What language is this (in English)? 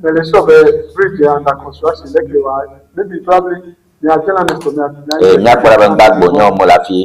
Ewe